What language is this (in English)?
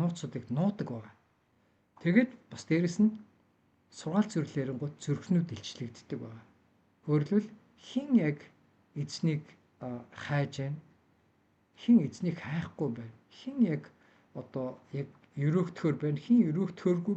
Mongolian